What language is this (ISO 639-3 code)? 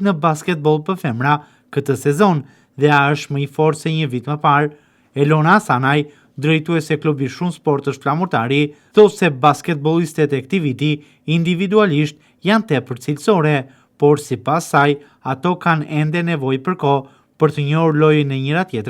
sqi